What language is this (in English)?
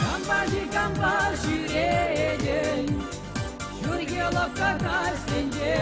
Chuvash